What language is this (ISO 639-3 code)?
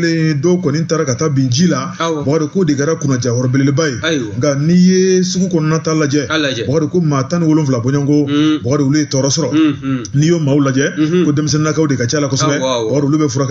bam